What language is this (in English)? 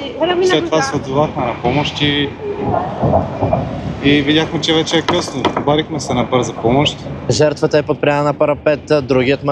Bulgarian